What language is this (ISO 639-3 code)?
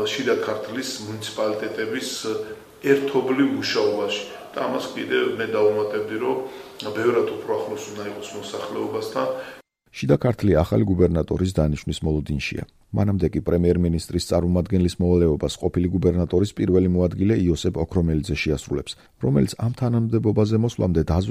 kat